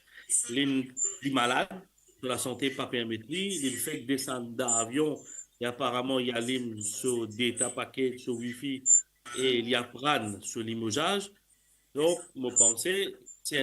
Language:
Morisyen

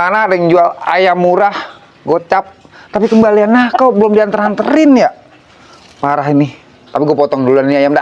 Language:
Betawi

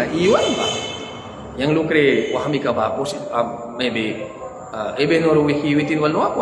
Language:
Mískito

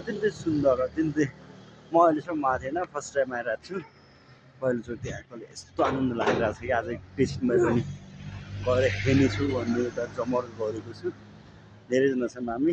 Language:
Nepali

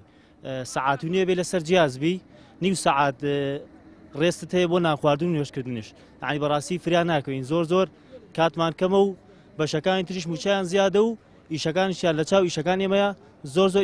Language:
Central Kurdish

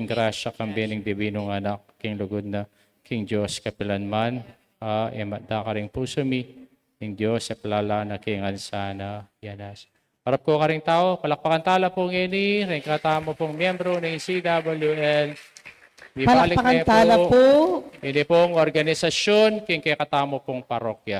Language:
Pampanga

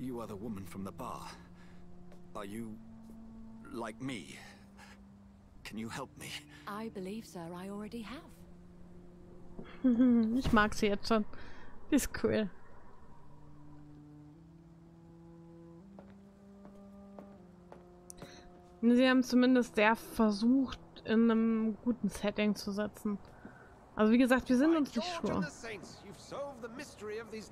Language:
German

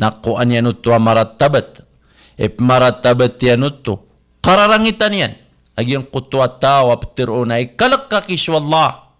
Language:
Maranao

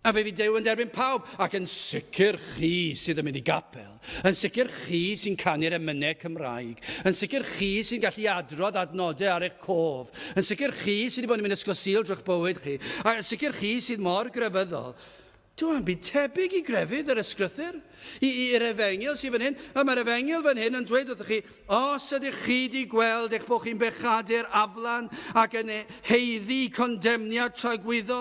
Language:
Welsh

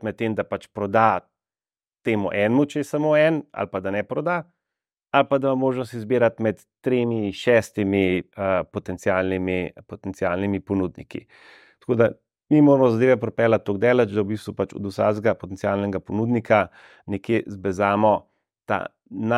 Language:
Slovenian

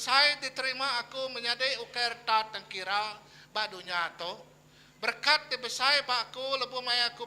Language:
Iban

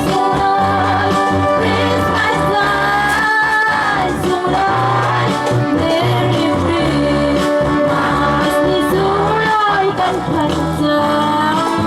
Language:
Hakha Chin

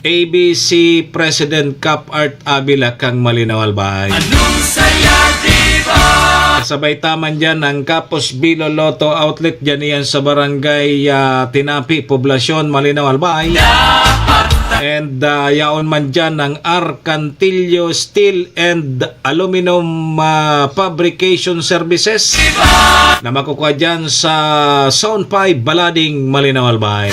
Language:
Bikol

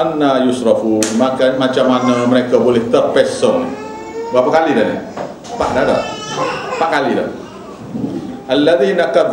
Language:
Malay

